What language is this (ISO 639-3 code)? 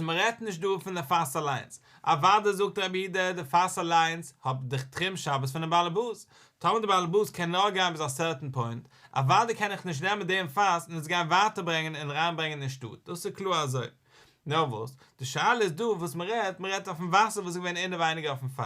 yid